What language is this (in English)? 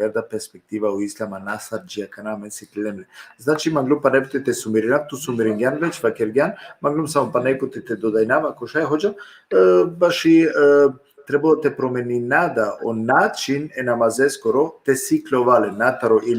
Balkan Romani